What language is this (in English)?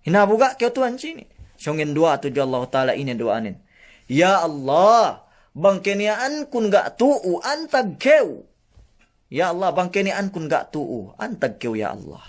Yakan